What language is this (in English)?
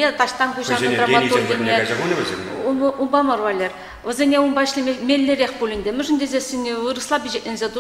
Chuvash